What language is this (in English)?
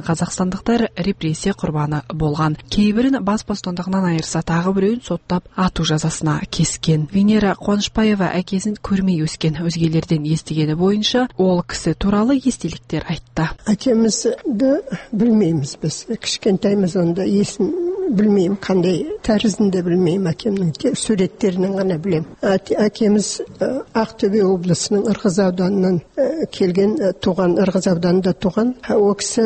Kazakh